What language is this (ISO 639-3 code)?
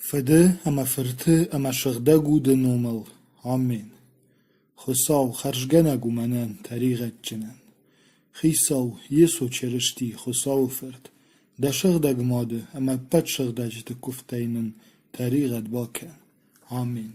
oss